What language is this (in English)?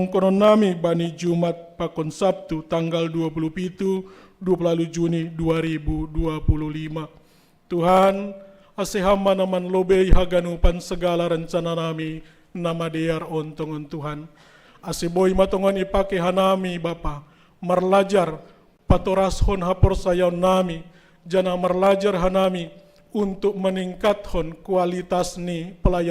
Batak Simalungun